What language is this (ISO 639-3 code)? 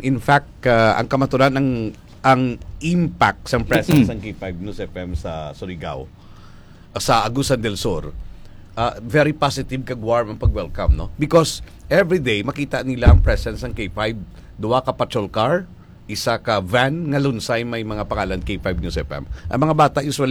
hil